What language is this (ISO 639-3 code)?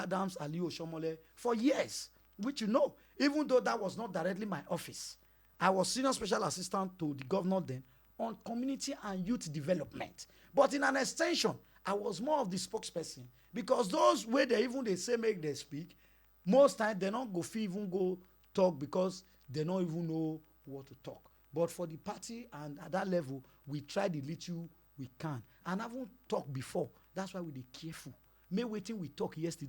pcm